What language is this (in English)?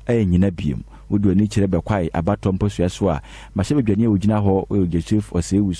Akan